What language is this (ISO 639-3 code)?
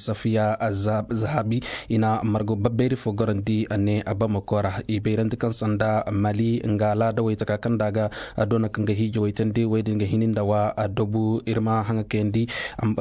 ses